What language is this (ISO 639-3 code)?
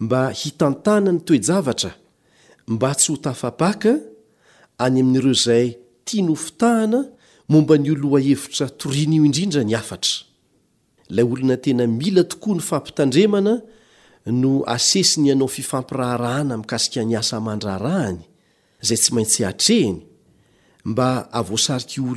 mlg